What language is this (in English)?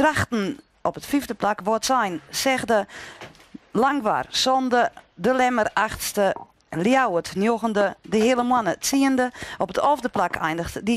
Western Frisian